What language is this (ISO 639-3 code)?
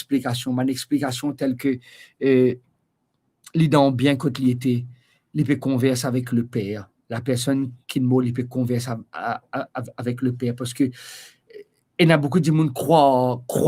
mfe